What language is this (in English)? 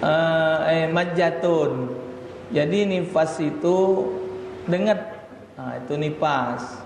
Musi